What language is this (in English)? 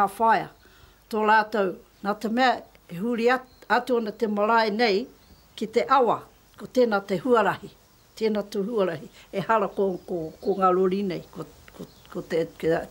Māori